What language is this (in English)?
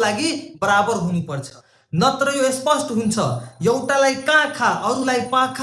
Nepali